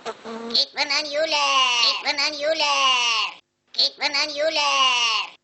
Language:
Bashkir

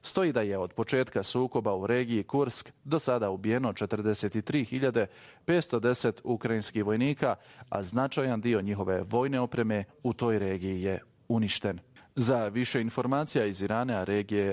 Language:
Bosnian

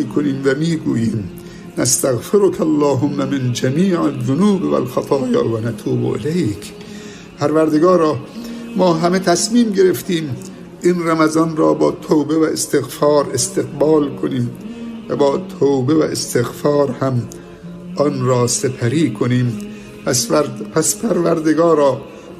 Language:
Tajik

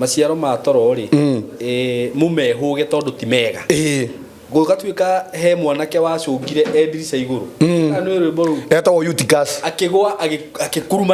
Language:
Kikuyu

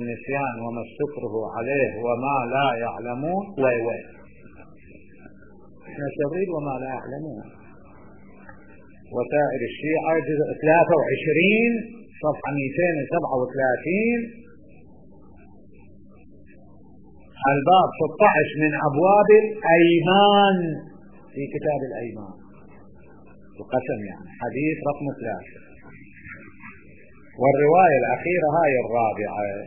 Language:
Arabic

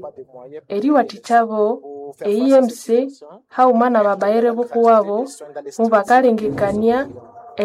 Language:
Nande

